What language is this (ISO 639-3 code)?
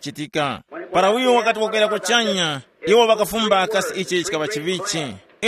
tum